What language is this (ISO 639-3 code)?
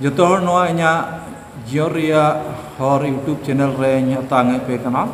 sat